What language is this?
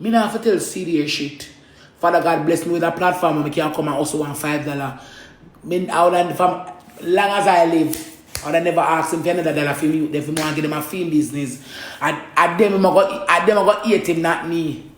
Jamaican Creole English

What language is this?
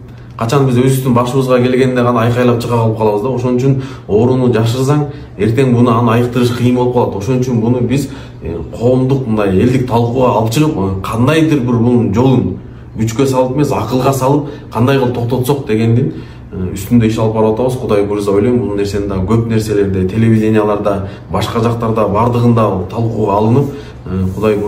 Kyrgyz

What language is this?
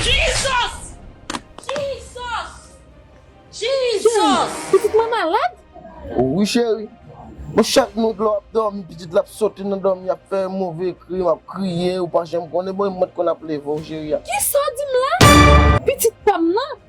Haitian Creole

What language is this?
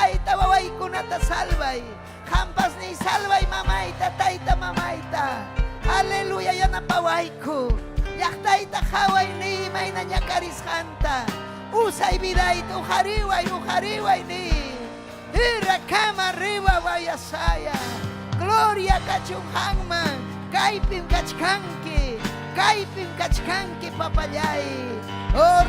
Ayacucho Quechua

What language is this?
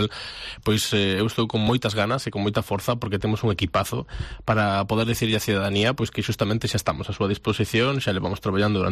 Galician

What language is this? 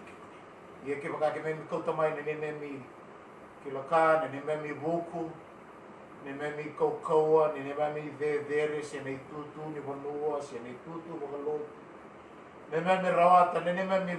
Fijian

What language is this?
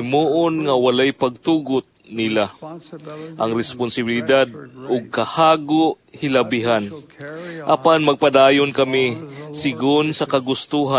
Cebuano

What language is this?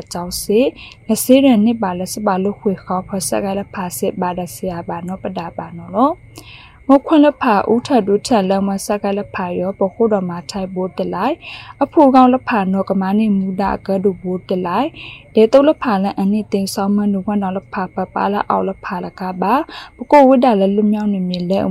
Burmese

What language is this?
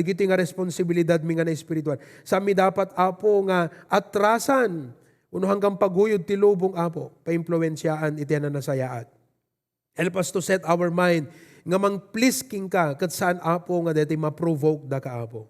Iloko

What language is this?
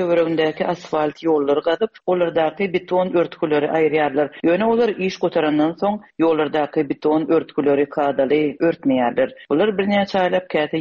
Turkmen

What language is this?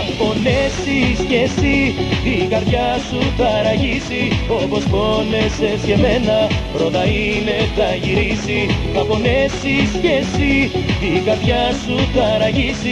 Greek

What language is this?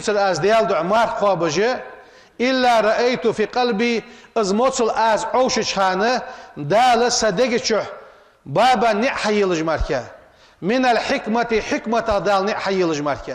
Ingush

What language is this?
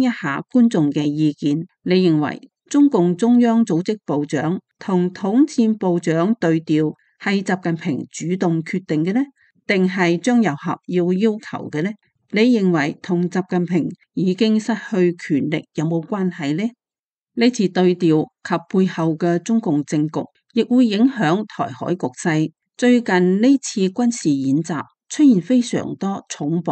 Cantonese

